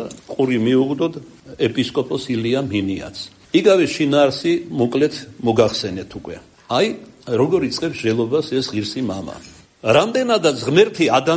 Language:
Georgian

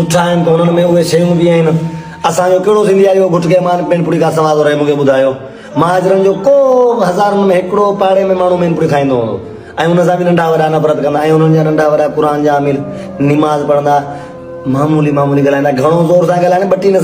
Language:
Sindhi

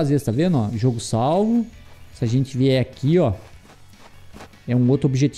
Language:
Portuguese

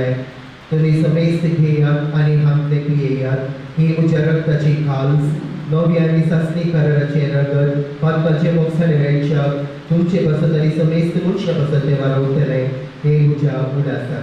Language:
Konkani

